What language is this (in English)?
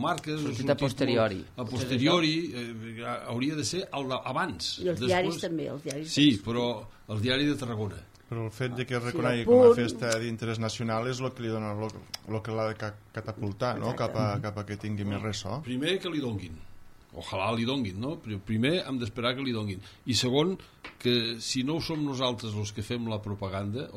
Catalan